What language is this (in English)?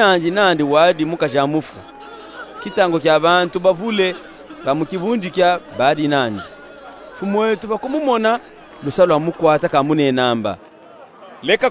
Luba-Katanga